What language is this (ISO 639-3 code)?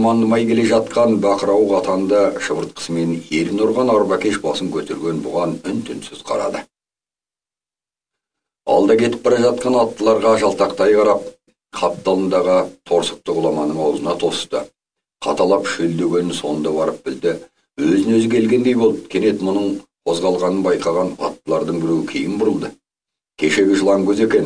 kaz